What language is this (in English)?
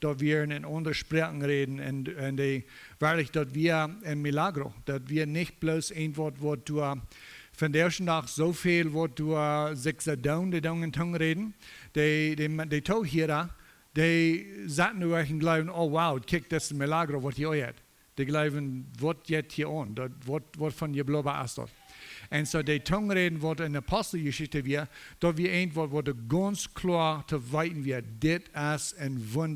Plautdietsch